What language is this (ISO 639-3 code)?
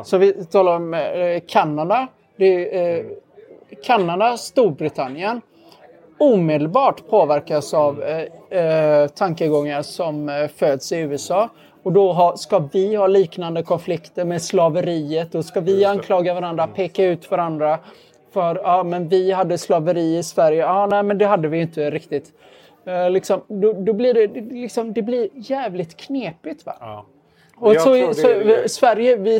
swe